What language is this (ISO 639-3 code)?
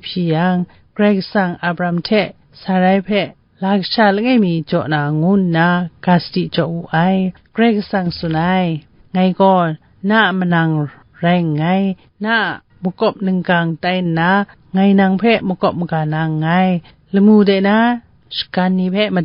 kac